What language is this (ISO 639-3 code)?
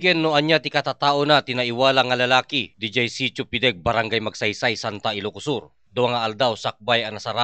ilo